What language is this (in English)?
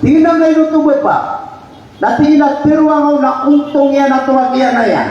Maranao